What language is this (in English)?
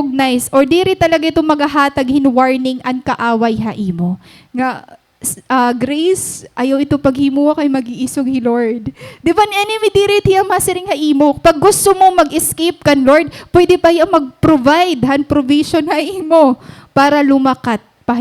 Waray